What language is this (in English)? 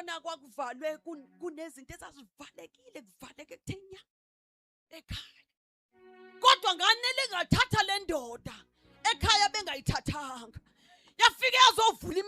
Zulu